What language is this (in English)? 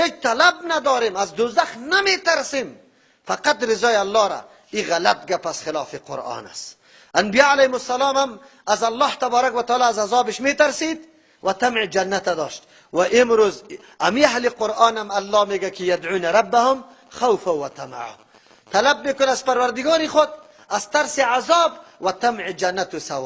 Persian